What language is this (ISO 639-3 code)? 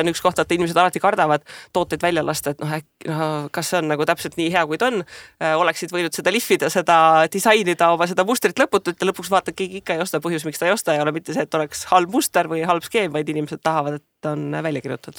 est